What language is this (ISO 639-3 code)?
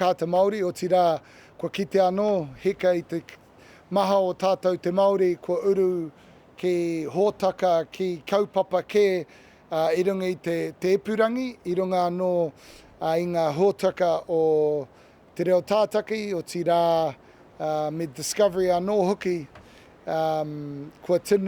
mri